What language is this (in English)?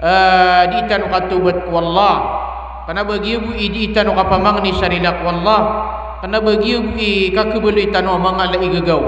Maranao